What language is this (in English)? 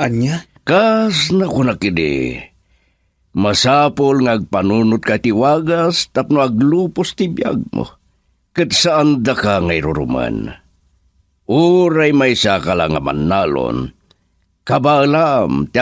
Iloko